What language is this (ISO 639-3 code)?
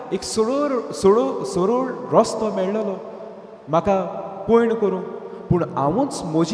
kok